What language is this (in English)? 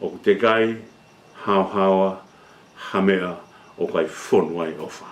Tongan